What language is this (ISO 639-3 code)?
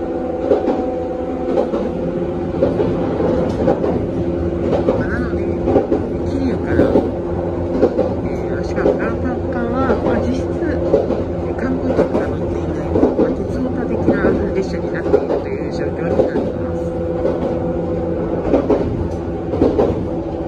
jpn